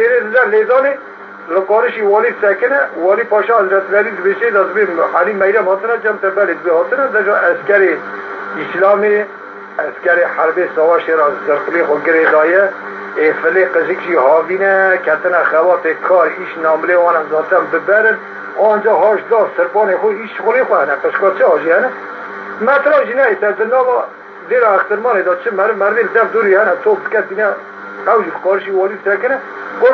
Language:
Kurdish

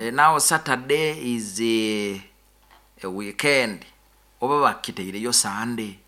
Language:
Nyoro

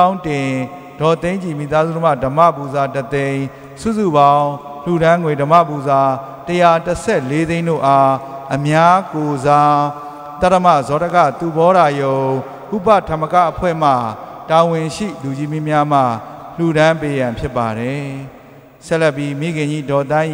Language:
Burmese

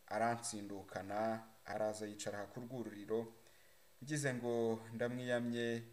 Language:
Kinyarwanda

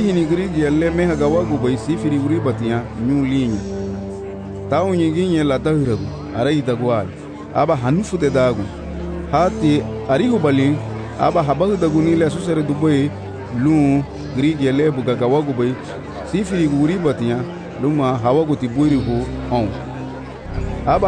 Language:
Garifuna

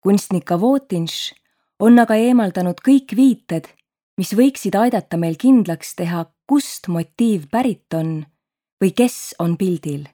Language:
Estonian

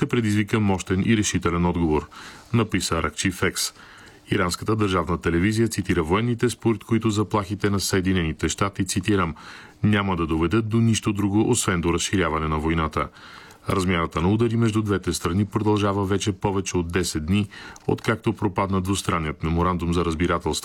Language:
Bulgarian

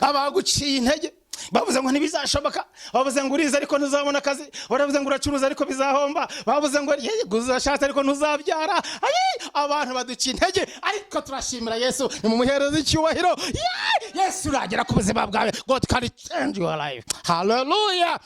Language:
Kinyarwanda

